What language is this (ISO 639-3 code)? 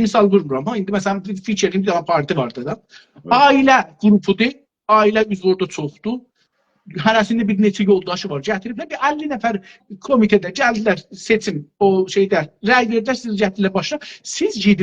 azb